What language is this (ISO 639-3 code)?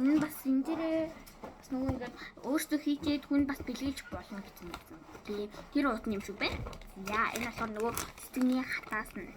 mon